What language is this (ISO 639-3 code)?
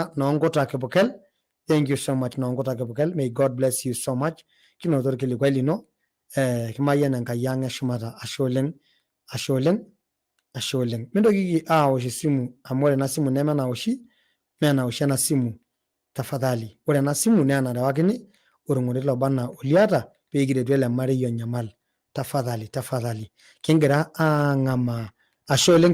mas